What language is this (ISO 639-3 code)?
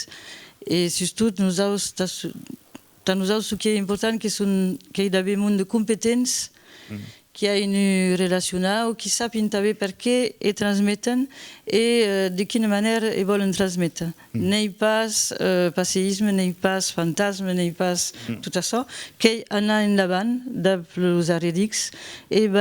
oci